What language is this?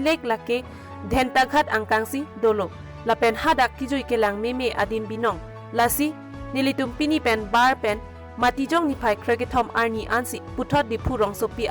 Karbi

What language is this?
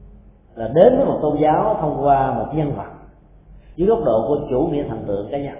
Vietnamese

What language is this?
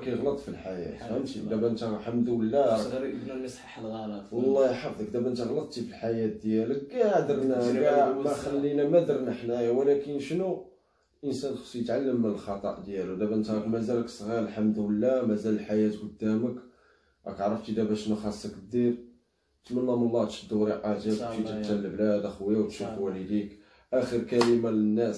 Moroccan Arabic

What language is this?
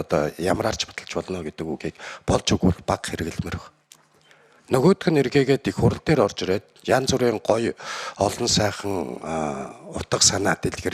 Mongolian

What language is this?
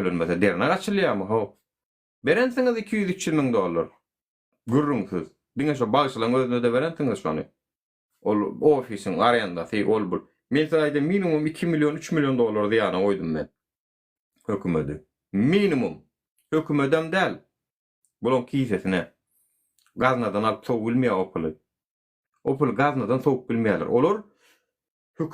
Turkmen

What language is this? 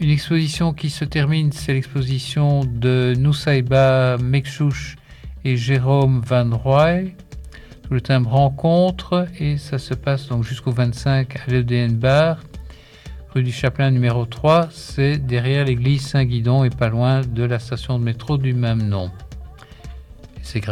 French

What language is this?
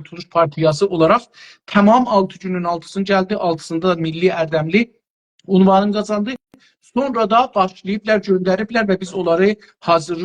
South Azerbaijani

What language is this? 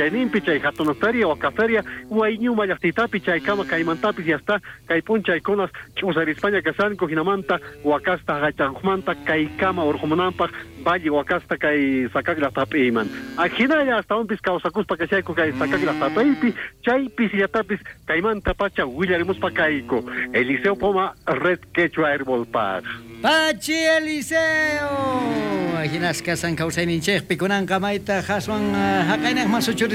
South Bolivian Quechua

